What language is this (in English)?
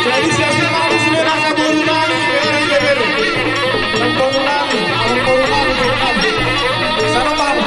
Batak Toba